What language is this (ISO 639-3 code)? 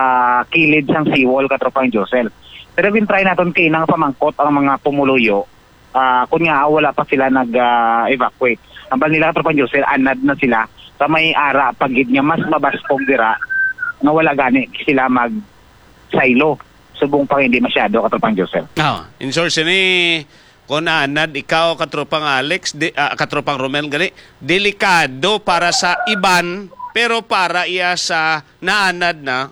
hil